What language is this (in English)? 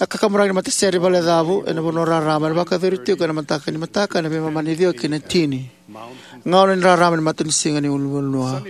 Fijian